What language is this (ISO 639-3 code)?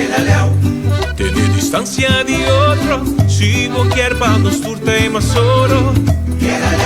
pap